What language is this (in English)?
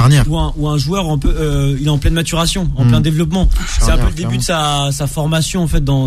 French